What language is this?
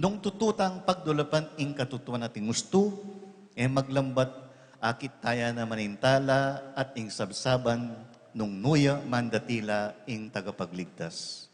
Pampanga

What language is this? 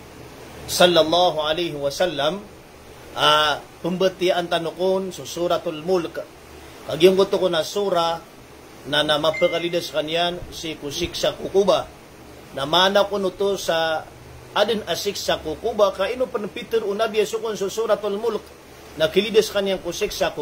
Maranao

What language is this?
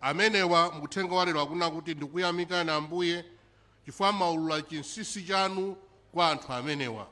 Nyanja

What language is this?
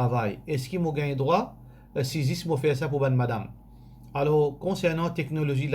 Morisyen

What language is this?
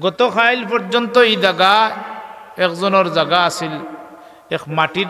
Sylheti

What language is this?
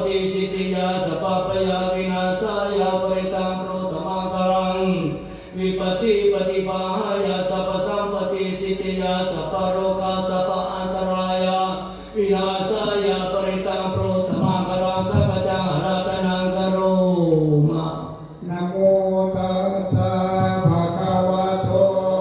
Pali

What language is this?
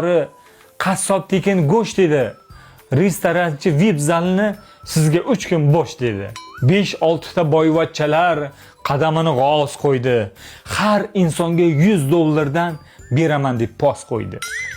Uzbek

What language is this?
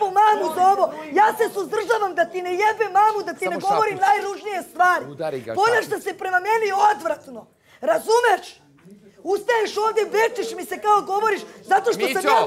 Serbian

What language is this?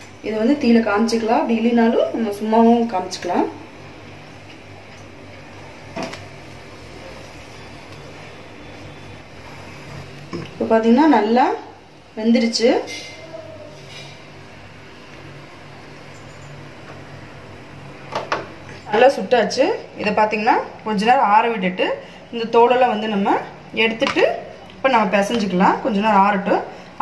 Tamil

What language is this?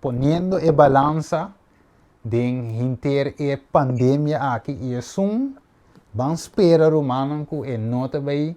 Papiamento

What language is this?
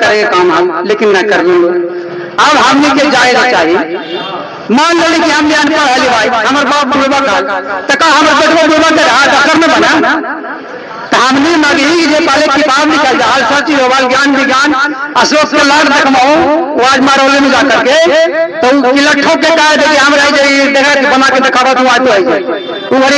Magahi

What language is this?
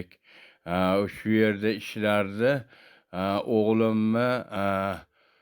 Uzbek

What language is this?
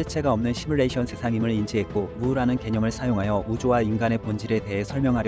Korean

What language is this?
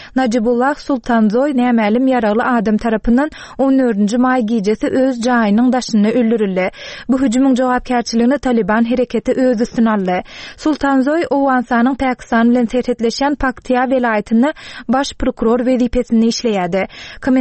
Turkmen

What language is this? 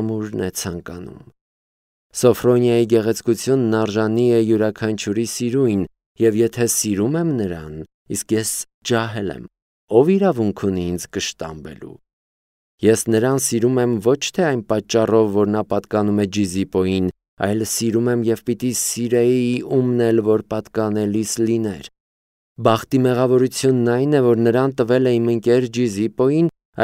Armenian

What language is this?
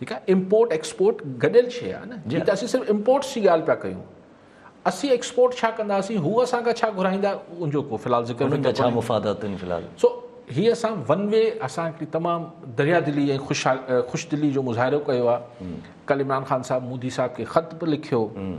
Sindhi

